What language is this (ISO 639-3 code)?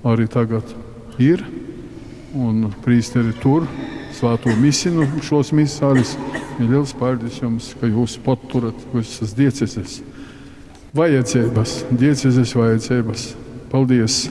ltg